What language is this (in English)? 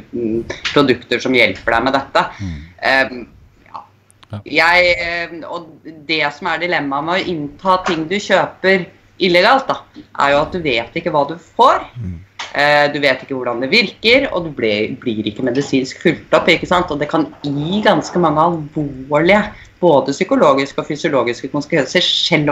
Norwegian